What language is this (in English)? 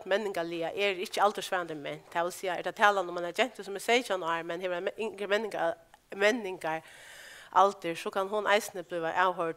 Faroese